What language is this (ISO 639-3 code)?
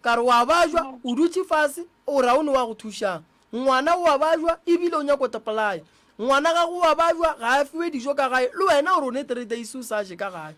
nso